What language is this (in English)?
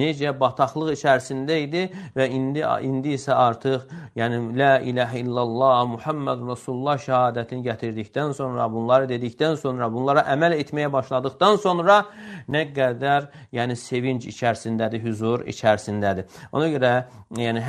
Azerbaijani